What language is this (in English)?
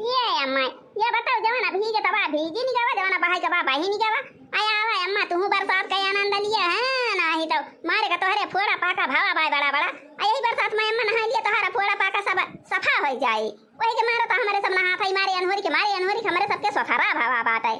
Awadhi